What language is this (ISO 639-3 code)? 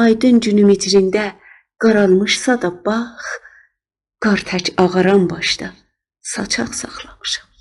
azb